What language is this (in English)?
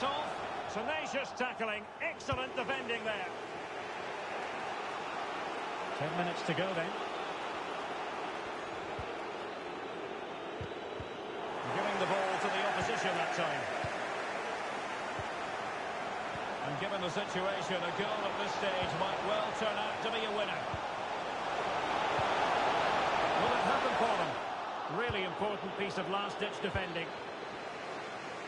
English